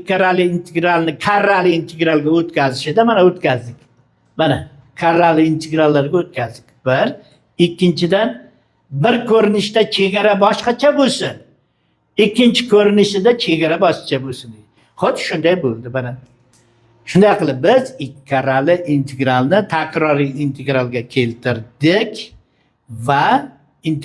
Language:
Uzbek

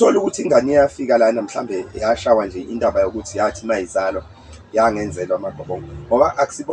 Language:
Zulu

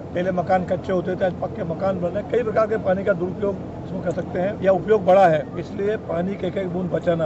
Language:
Hindi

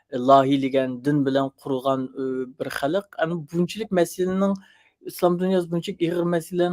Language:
Uyghur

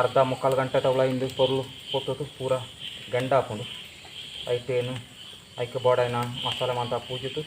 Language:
Tulu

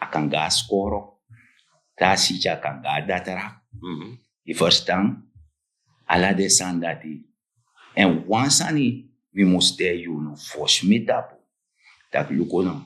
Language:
Sranan Tongo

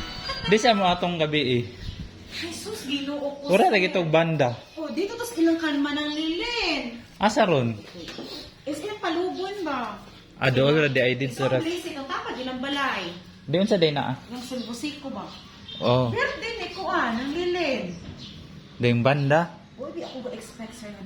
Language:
Cebuano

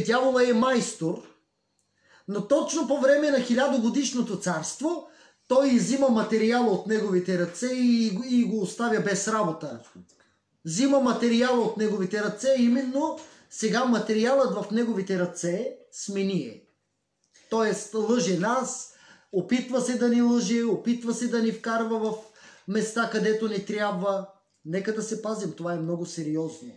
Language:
Bulgarian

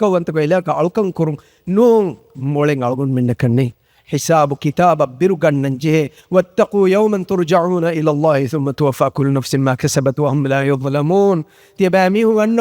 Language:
Divehi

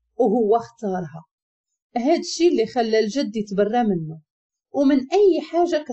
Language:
Moroccan Arabic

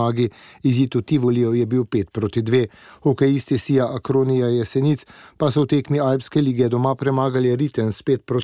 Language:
Slovenian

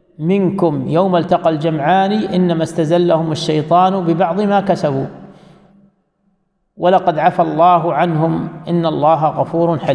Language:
Arabic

